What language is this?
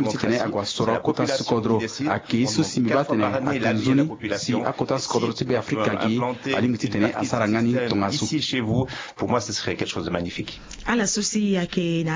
Sango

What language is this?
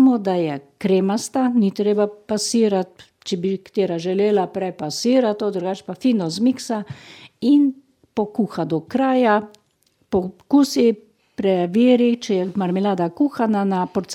Slovenian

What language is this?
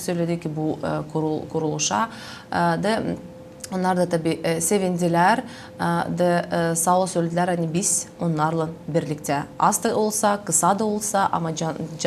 Gagauz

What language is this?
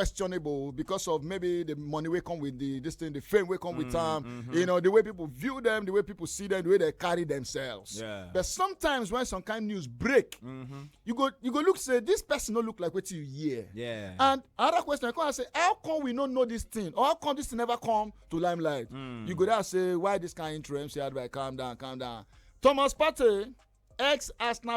Nigerian Pidgin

